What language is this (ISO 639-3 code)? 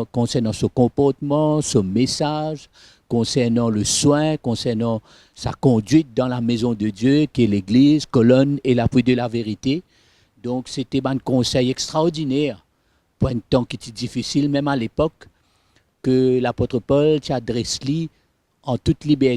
mfe